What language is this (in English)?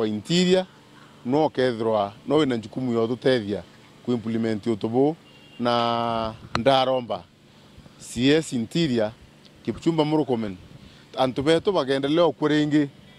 Meru